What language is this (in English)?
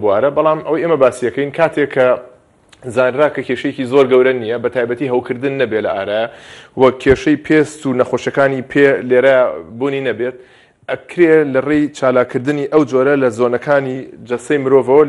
Central Kurdish